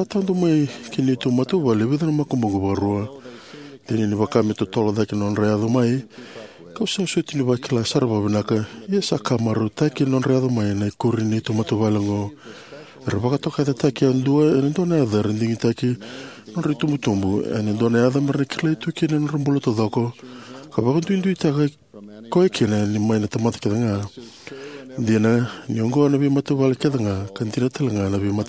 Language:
Fijian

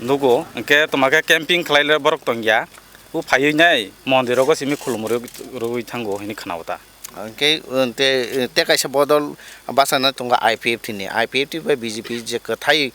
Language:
Kok Borok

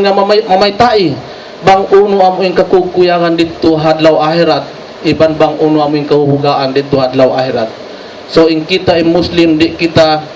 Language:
Tausug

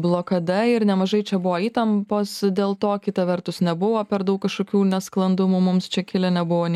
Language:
Lithuanian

